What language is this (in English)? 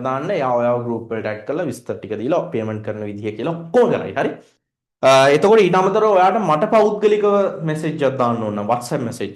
Sinhala